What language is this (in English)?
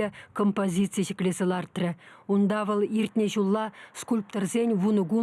Chuvash